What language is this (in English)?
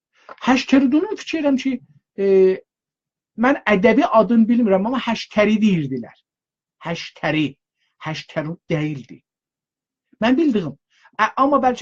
South Azerbaijani